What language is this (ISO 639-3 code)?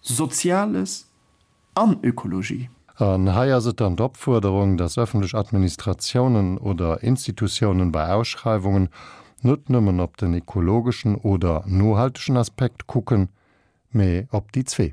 ltz